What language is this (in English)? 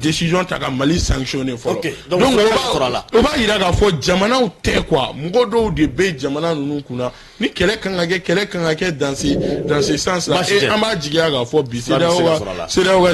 Bambara